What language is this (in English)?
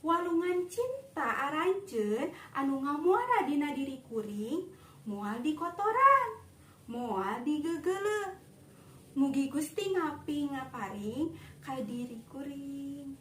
Sundanese